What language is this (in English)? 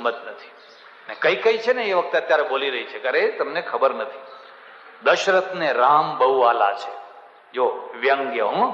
Gujarati